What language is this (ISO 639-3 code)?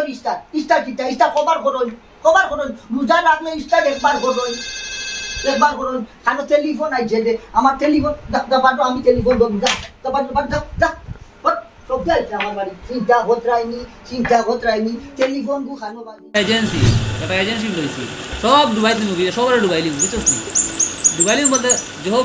syl